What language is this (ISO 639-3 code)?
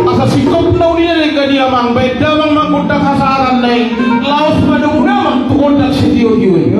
bbc